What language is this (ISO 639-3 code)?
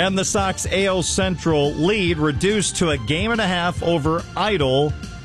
eng